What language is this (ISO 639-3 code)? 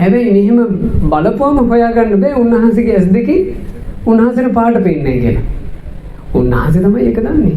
sin